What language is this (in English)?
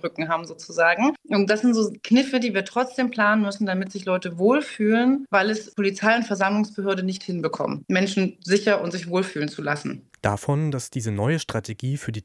German